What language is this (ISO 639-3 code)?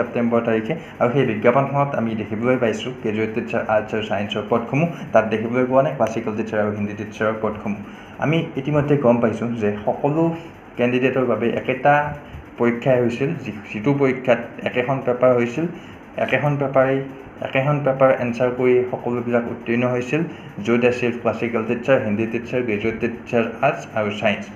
asm